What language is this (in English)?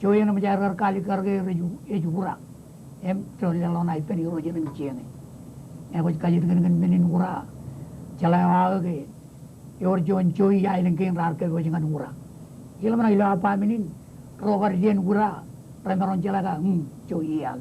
Marshallese